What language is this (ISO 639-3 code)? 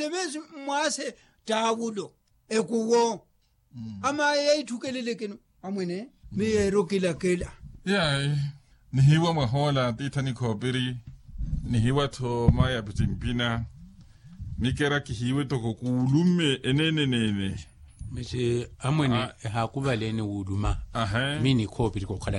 vmw